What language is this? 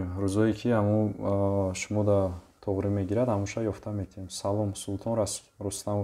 Tajik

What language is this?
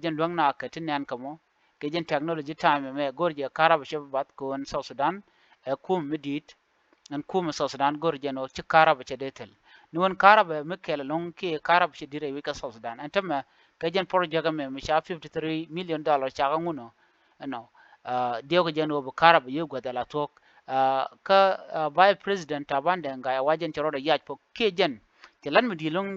Nuer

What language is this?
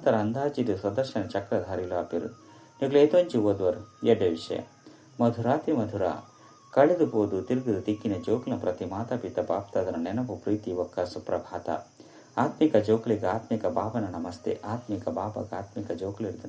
Tulu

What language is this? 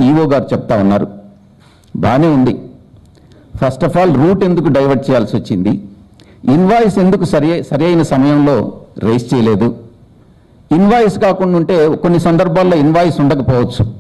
Telugu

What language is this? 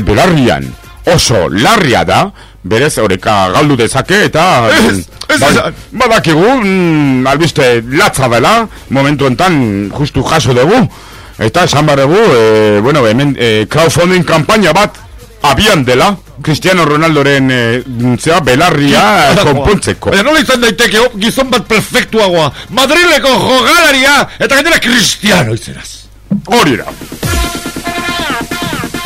Basque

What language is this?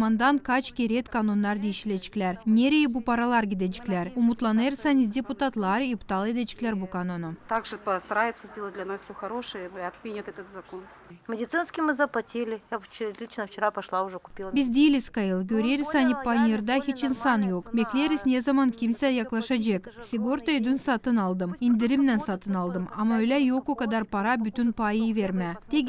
Gagauz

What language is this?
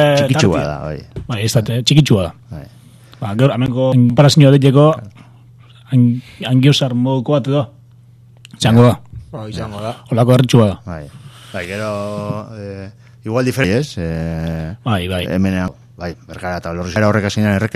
Basque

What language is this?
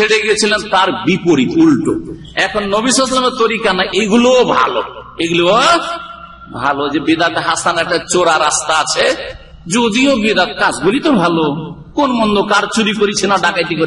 Bangla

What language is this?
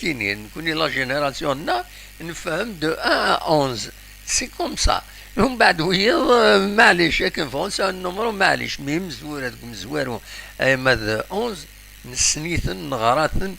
Kabyle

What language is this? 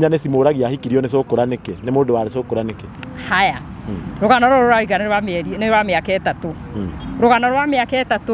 Kikuyu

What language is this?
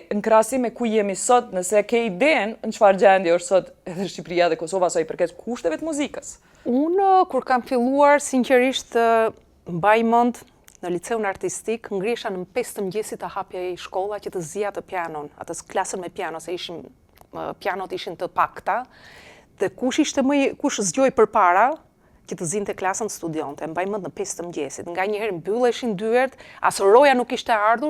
Albanian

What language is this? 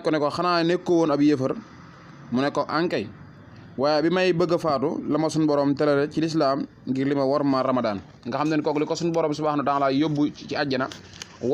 Wolof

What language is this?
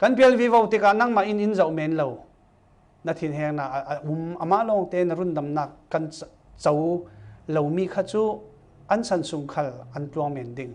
Falam Chin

